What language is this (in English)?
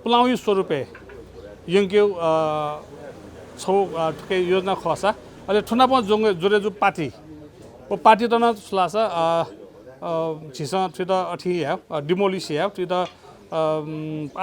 Newari